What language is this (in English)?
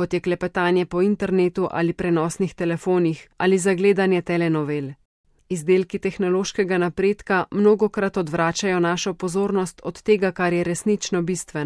Slovenian